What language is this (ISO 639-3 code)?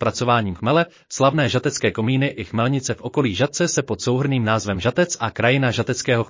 ces